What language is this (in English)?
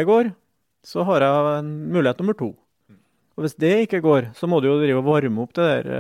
Norwegian